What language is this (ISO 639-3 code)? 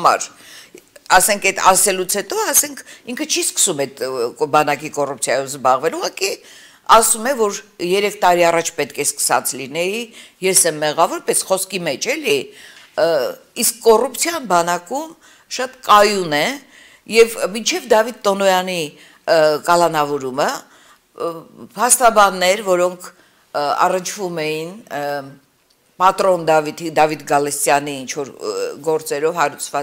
hye